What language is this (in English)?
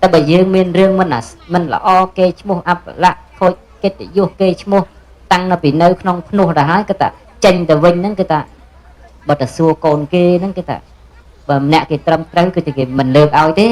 Khmer